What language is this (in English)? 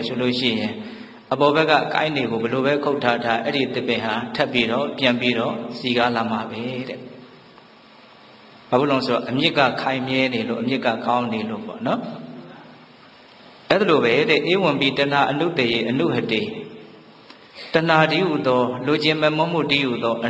Burmese